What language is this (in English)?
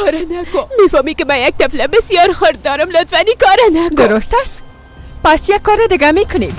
Persian